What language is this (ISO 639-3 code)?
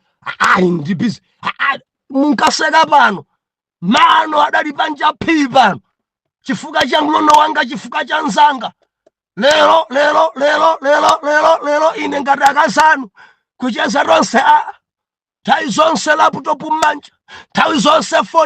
nya